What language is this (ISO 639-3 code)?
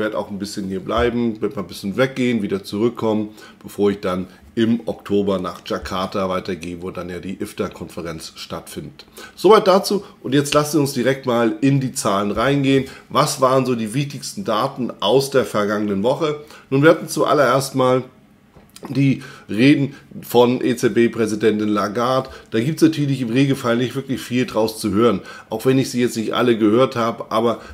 deu